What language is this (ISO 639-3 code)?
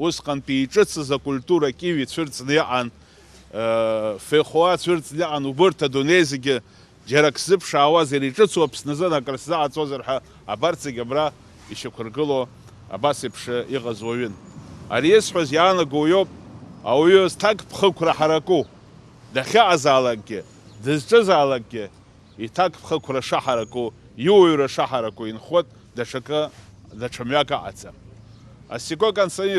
abk